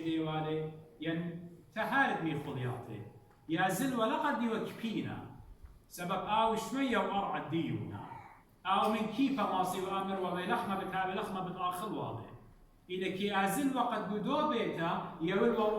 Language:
Assyrian Neo-Aramaic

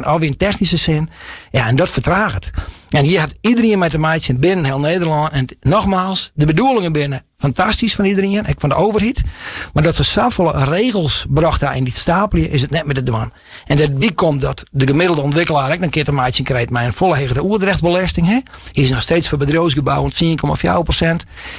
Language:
Western Frisian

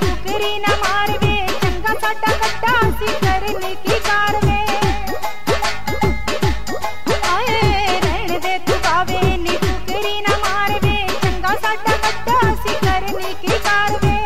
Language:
Punjabi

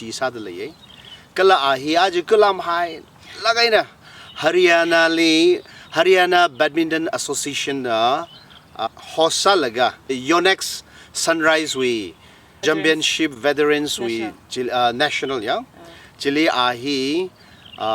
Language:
Tangkhul Naga (India)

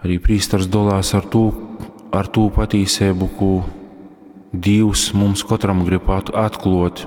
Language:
Latgalian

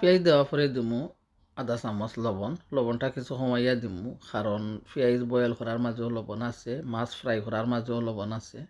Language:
Sylheti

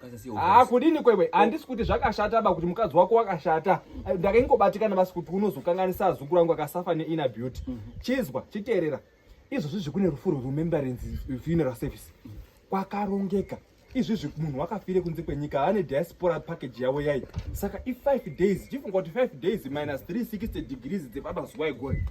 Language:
Shona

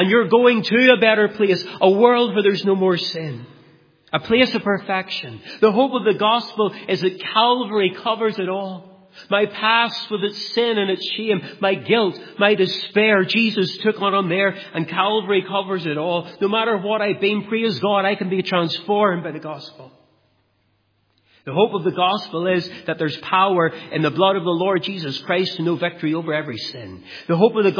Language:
English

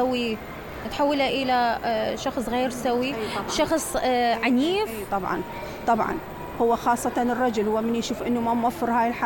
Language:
Mesopotamian Arabic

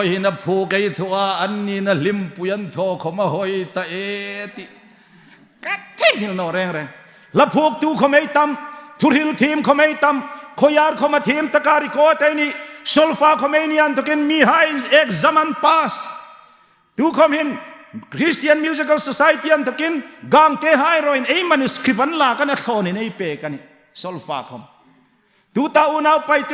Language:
Hmar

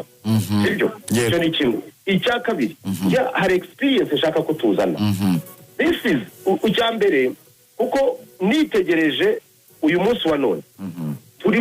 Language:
Kinyarwanda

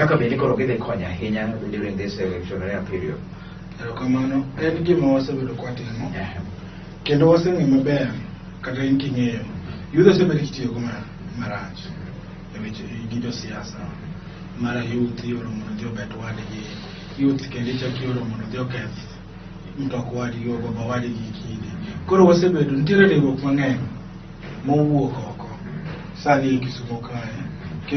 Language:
Luo (Kenya and Tanzania)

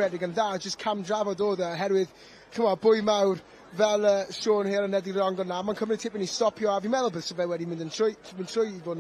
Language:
Welsh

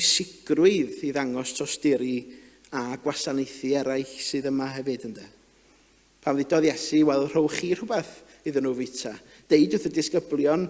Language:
Welsh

